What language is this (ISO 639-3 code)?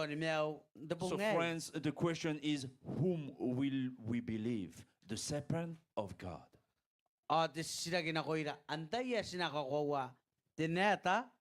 gil